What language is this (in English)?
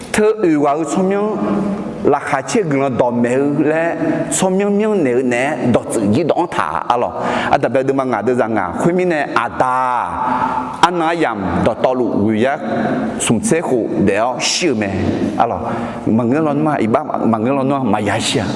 Akha